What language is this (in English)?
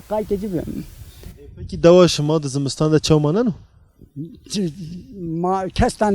Zaza